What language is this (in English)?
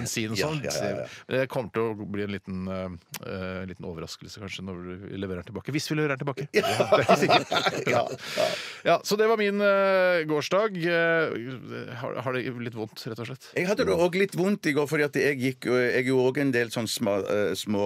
Norwegian